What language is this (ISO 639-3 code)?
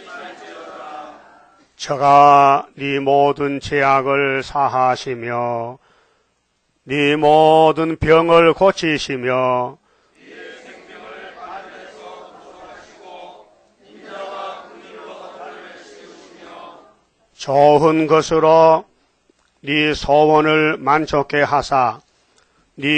kor